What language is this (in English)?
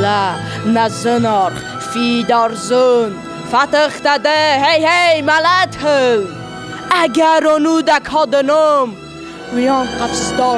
Ossetic